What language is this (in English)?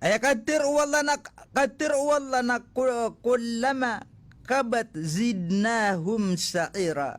Maranao